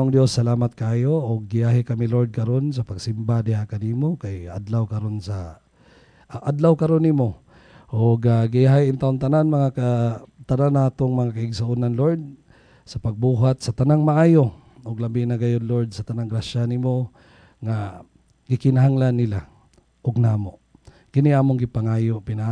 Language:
Cebuano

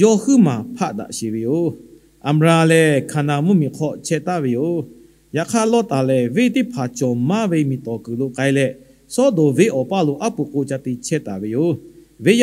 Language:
Lahu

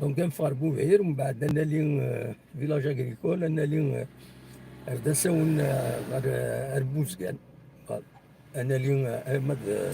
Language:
Kabyle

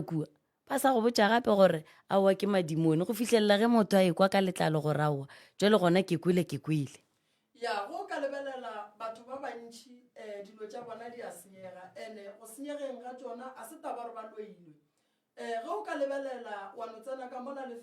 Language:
Northern Sotho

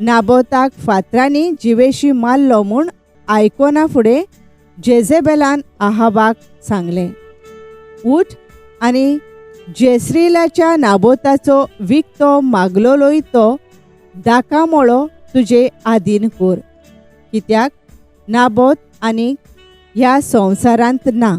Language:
Konkani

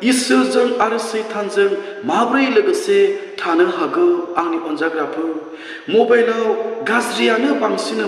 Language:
Bodo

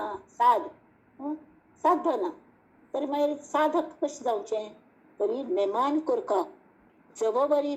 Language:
Konkani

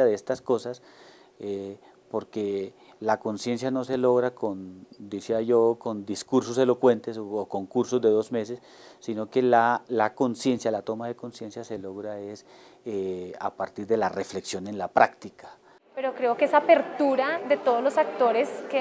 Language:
Spanish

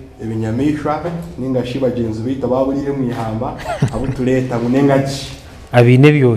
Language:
Nyankole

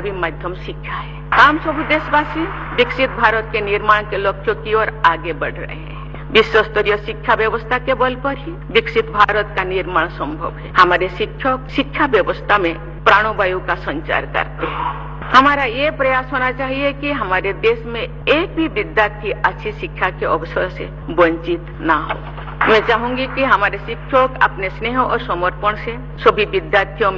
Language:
Hindi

